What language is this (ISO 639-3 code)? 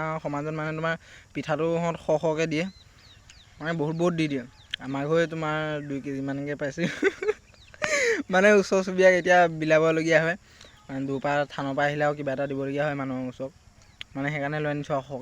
asm